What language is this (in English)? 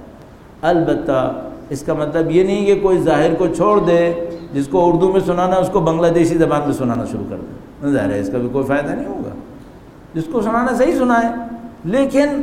Urdu